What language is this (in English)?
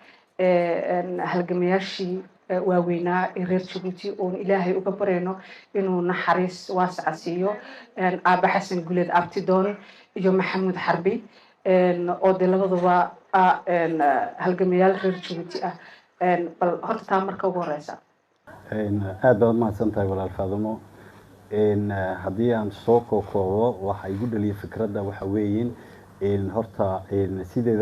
Somali